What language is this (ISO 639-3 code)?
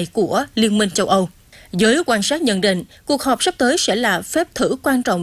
vie